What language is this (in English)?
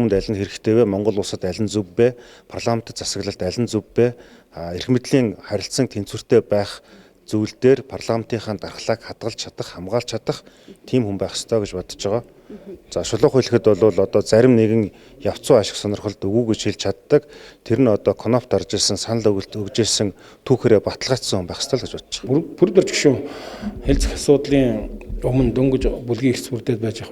Mongolian